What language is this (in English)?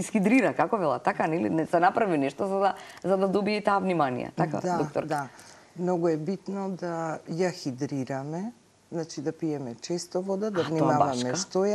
Macedonian